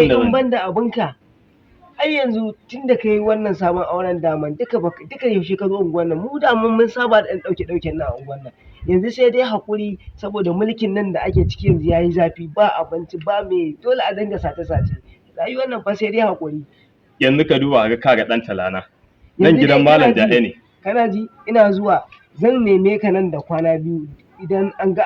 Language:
Hausa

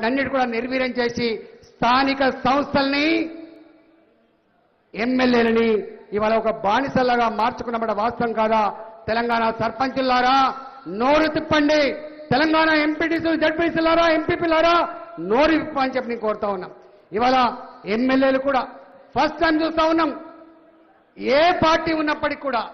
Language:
Telugu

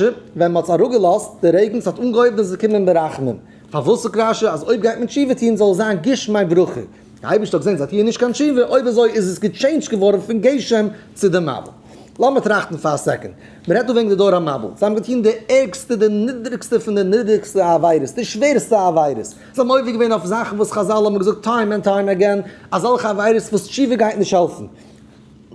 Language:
Yiddish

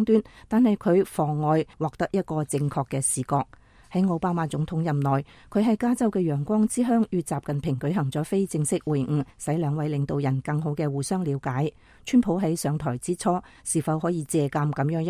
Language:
Cantonese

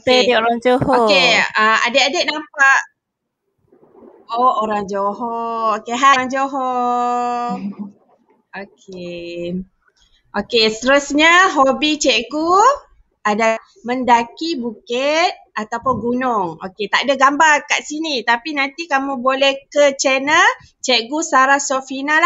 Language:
Malay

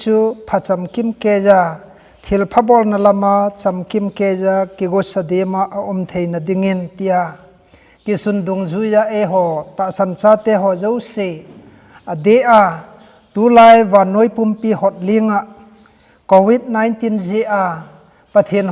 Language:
Thado Chin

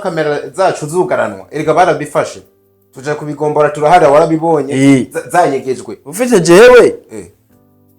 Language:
Rundi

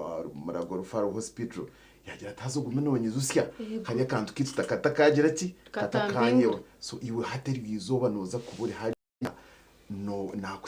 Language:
Nyankole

